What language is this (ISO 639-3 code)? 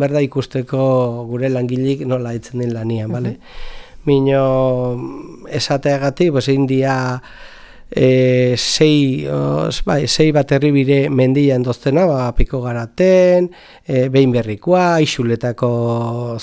eus